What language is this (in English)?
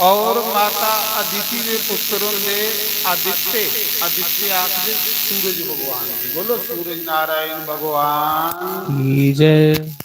Dogri